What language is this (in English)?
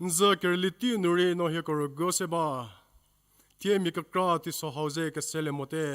Angami Naga